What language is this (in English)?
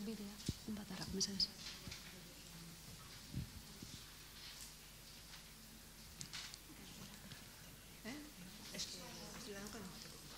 Basque